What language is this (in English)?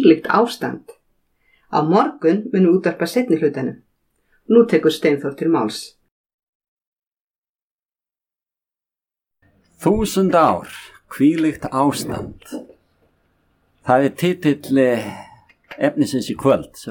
Icelandic